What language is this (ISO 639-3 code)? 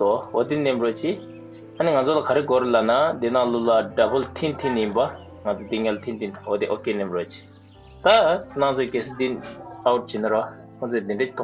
bod